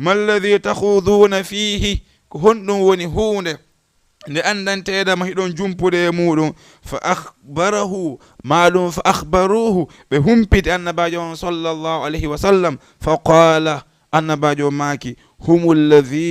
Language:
Fula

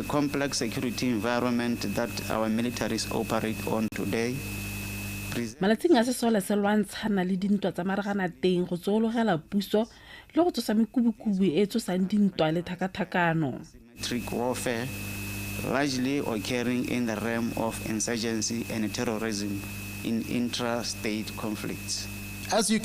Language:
Tswana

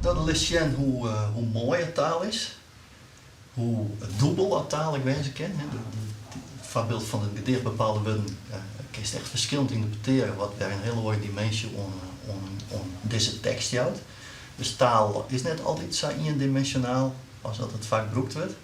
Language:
Western Frisian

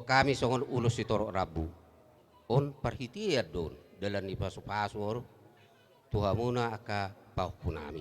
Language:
Batak Toba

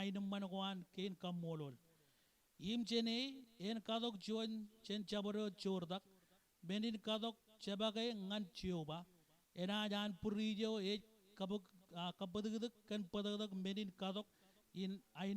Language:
Marshallese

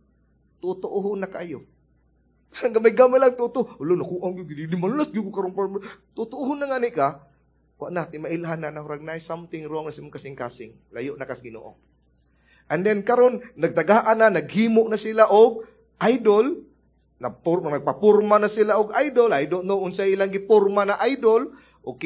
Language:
Cebuano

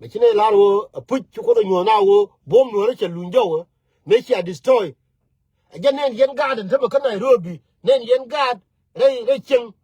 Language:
Nuer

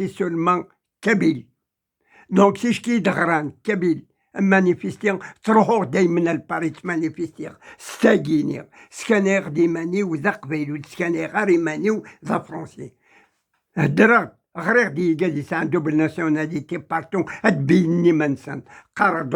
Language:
Kabyle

